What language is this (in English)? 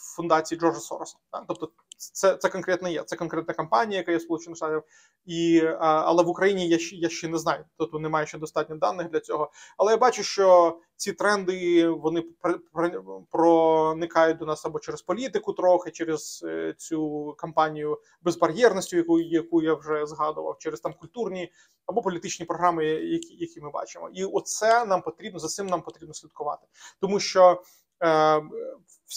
Ukrainian